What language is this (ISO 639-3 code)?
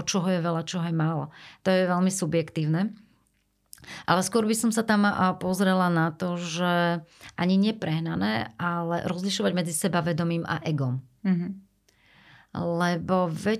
slk